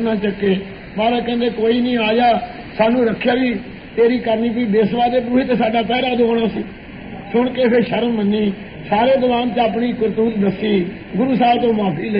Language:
Punjabi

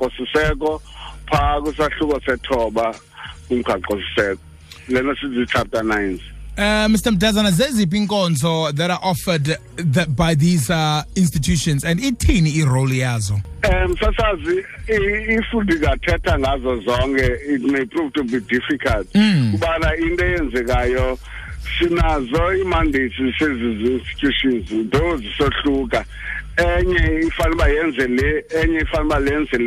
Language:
Xhosa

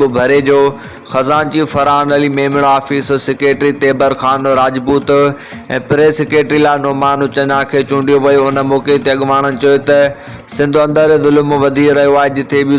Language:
Sindhi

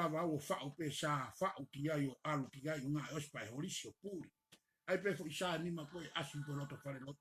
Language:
Tongan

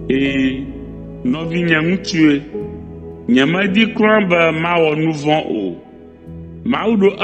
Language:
Ewe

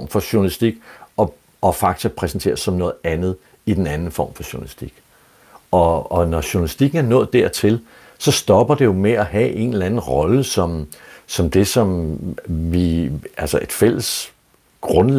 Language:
Danish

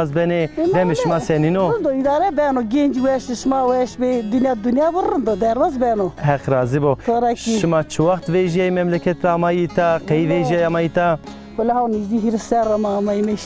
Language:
Zaza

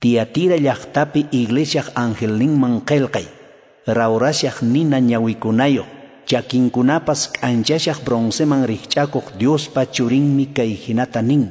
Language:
Quechua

